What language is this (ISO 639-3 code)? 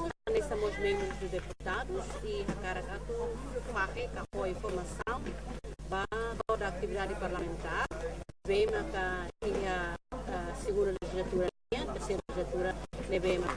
tet